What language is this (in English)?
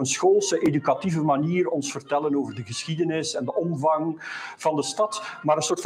Dutch